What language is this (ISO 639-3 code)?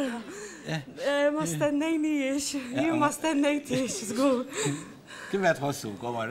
mlt